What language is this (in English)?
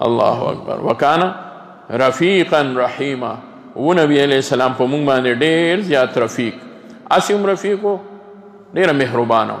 Pashto